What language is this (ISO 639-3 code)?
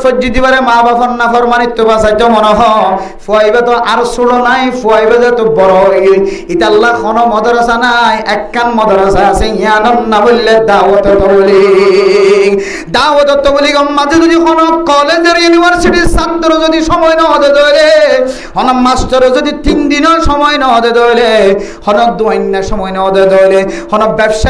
rhg